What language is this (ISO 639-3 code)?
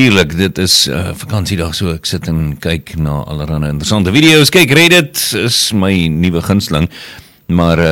afr